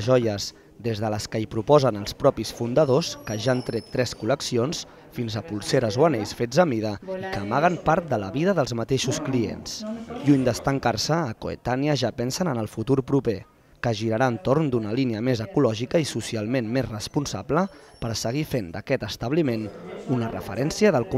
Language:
Catalan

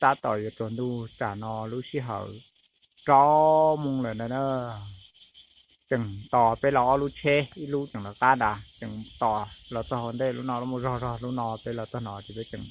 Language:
Hmong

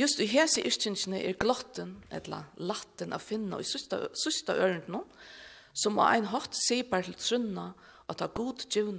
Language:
Faroese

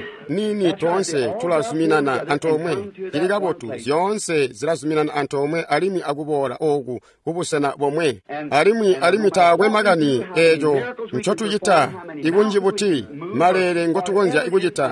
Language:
Tonga (Zambia)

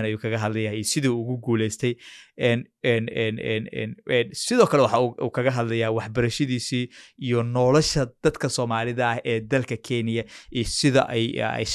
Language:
Somali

